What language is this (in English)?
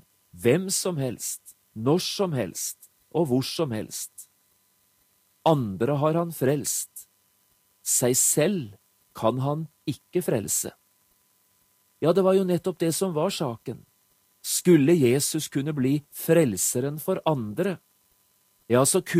Norwegian